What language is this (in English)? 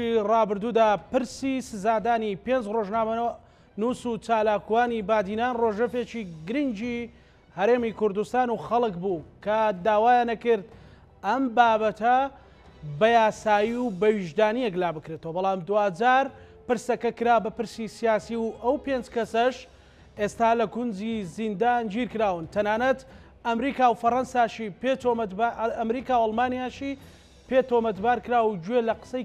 Central Kurdish